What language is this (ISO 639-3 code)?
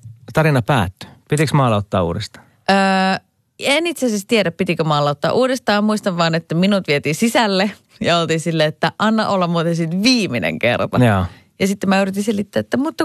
fin